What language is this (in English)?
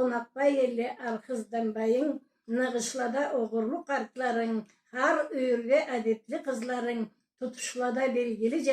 Karachay-Balkar